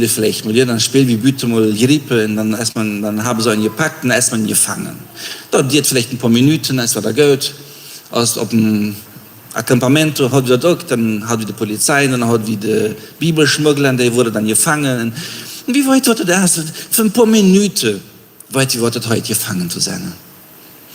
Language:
Plautdietsch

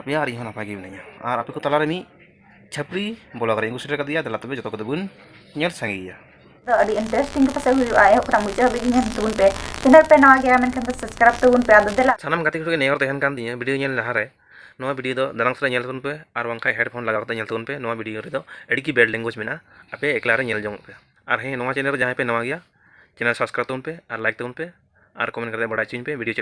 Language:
Santali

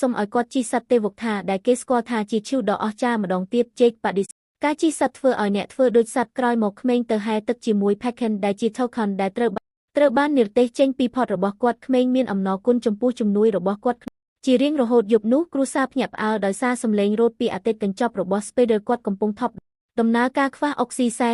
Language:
Khmer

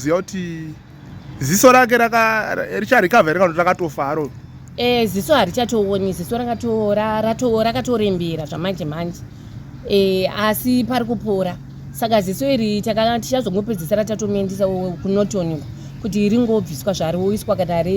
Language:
Shona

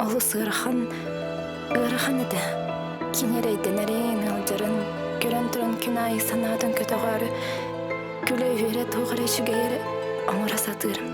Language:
Yakut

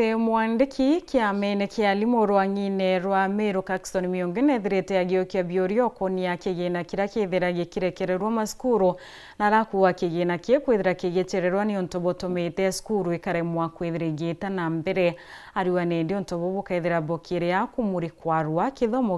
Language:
Meru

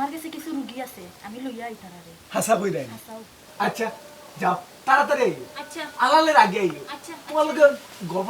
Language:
Sylheti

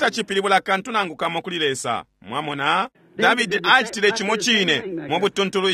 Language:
Bemba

